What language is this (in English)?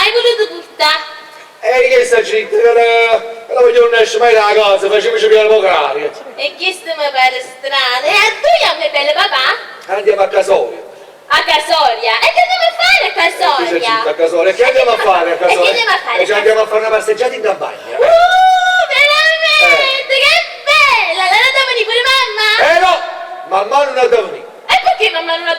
Neapolitan